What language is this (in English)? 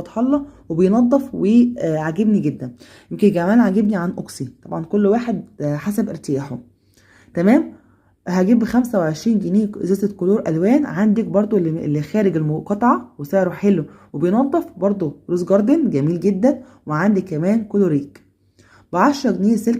Egyptian Arabic